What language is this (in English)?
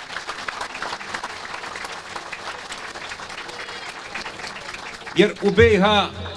Bosnian